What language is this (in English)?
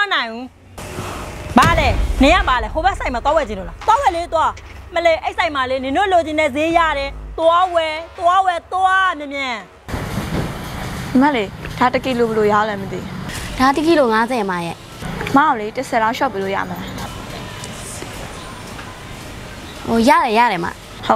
Burmese